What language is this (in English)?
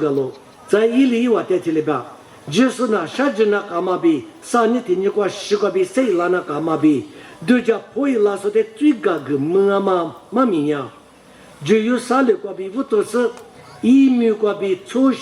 Lisu